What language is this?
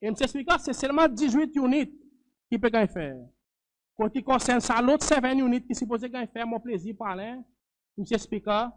Seselwa Creole French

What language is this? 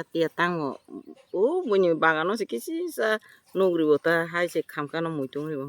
Kok Borok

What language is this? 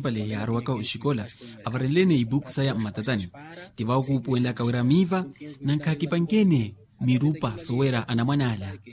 Makhuwa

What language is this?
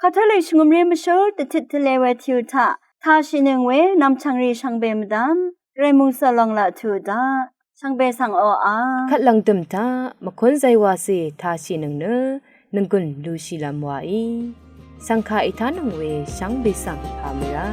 Rawang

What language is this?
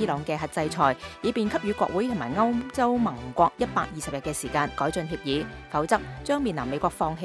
Cantonese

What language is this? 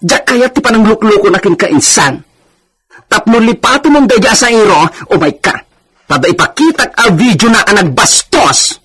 Iloko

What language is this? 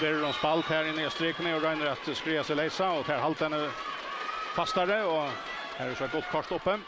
Faroese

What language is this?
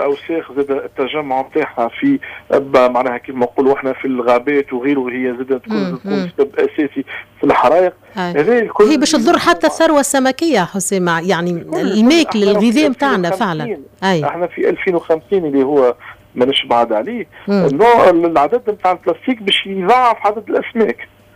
Tunisian Arabic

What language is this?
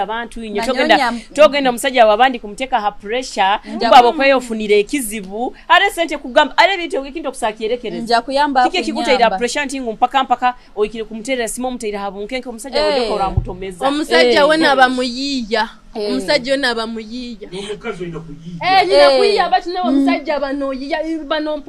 Nyoro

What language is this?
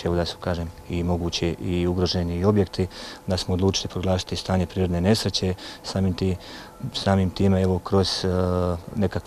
Croatian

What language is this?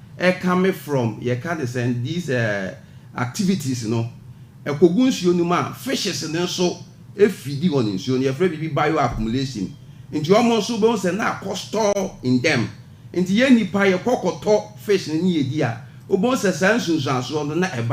Akan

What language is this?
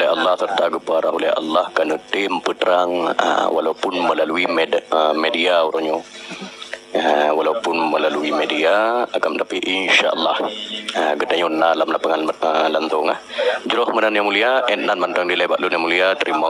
Achinese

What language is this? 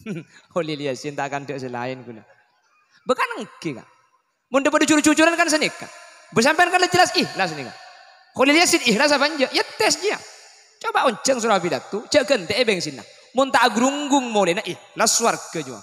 Madurese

